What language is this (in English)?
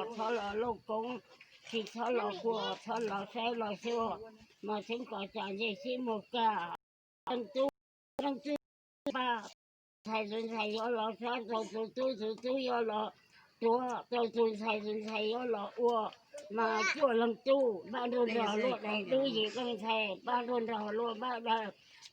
Hmong